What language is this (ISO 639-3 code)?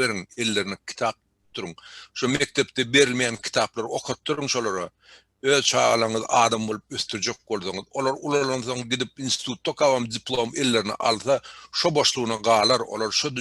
tuk